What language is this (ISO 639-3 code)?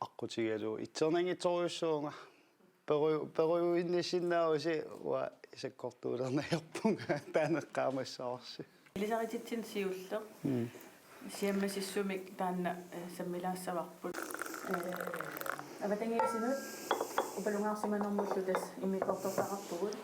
kal